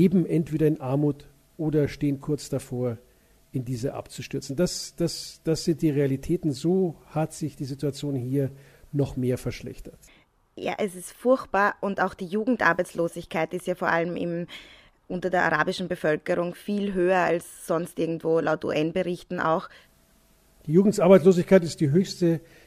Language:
German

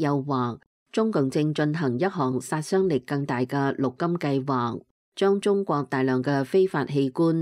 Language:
Cantonese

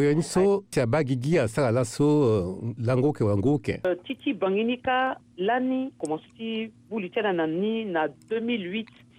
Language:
Sango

